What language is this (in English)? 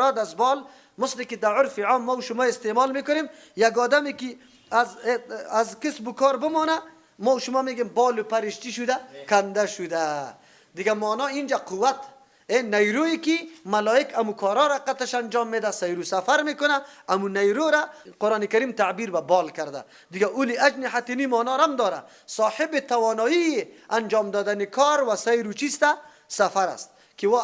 Persian